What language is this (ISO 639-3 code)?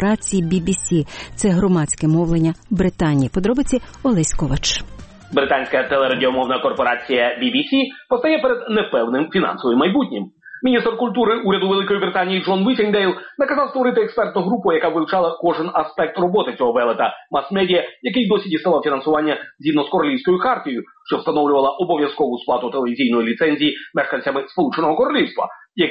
ukr